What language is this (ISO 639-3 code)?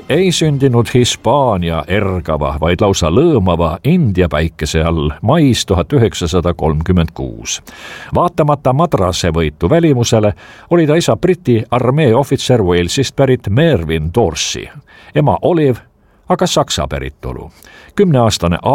est